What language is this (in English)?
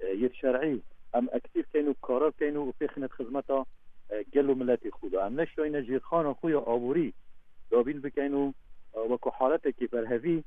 Kurdish